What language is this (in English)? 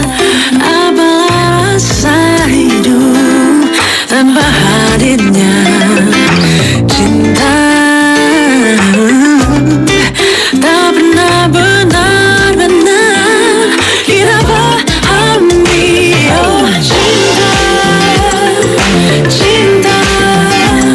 Indonesian